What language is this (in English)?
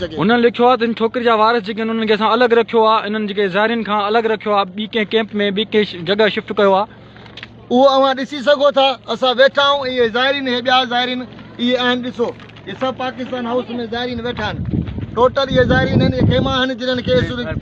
Sindhi